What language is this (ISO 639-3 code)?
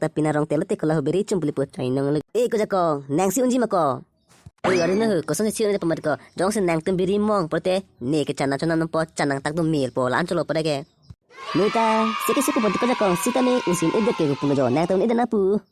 mjw